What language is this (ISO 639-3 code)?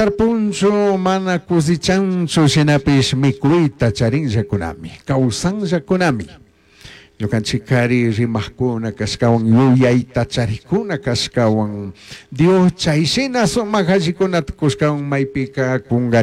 qug